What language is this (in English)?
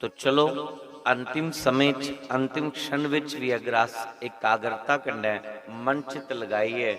Dogri